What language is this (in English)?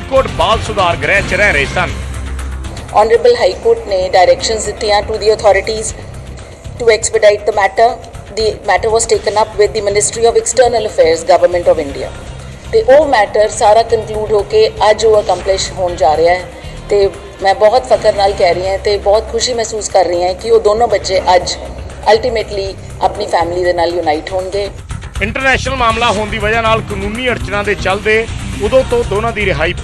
Punjabi